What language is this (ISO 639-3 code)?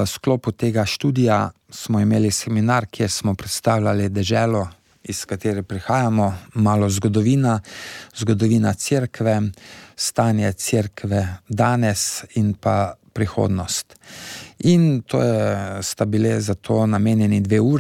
slv